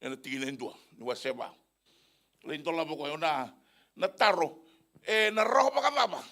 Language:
Fijian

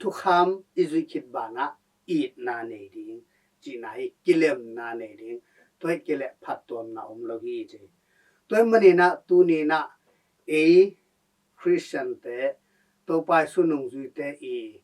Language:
Tedim Chin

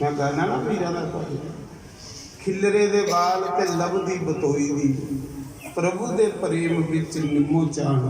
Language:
Dogri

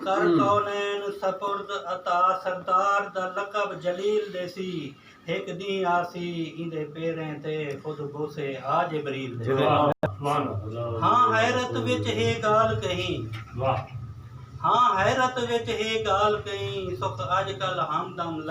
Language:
Saraiki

